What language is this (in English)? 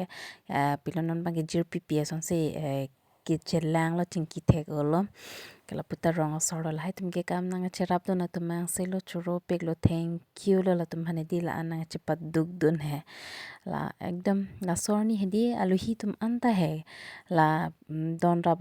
Karbi